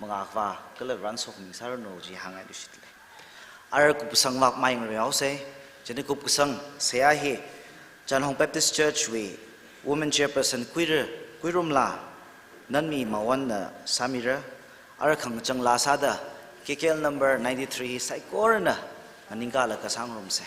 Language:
Tangkhul Naga (India)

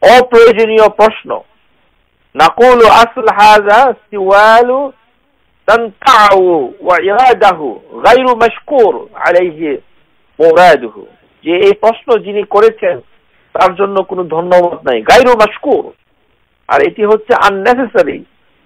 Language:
Bangla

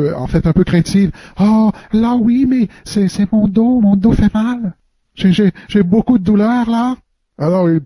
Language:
French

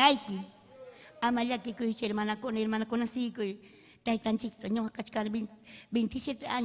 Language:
Ayacucho Quechua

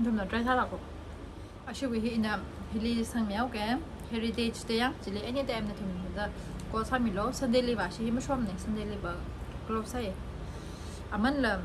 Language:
Tangkhul Naga (India)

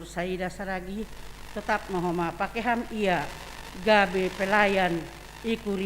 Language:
Batak Simalungun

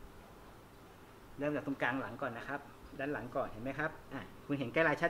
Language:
Thai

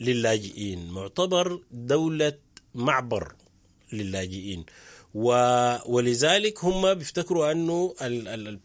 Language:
Sudanese Arabic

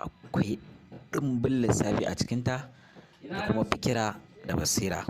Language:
Hausa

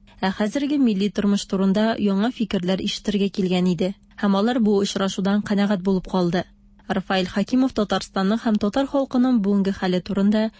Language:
Tatar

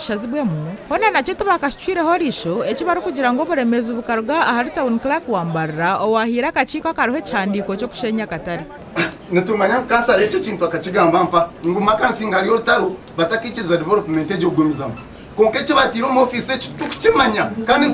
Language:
Nyankole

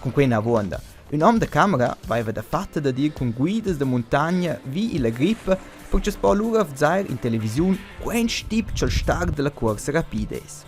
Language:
Romansh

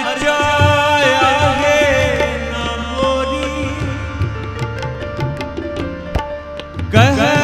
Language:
Punjabi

